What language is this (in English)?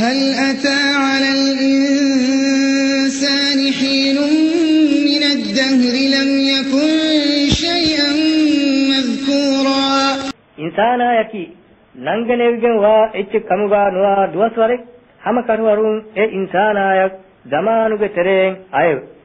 Divehi